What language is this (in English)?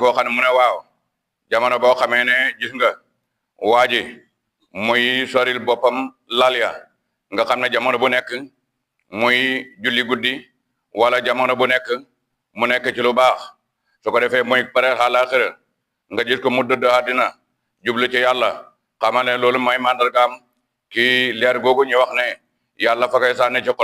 Wolof